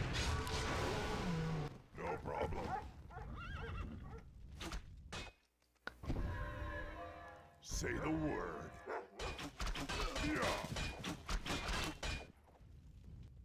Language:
Chinese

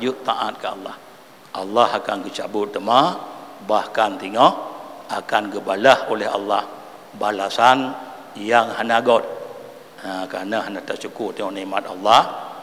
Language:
Achinese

